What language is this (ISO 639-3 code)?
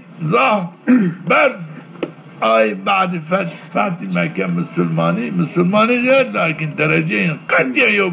zza